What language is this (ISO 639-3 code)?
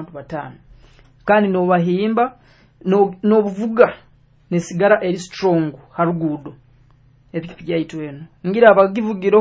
nyo